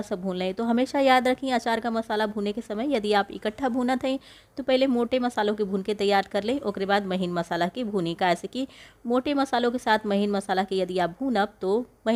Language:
Bhojpuri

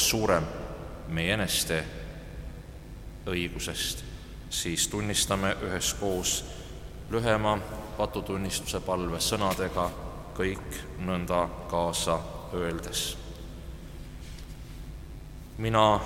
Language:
Estonian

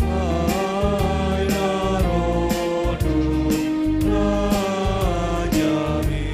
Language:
Batak Simalungun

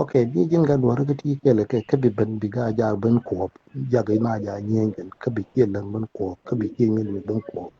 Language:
Nuer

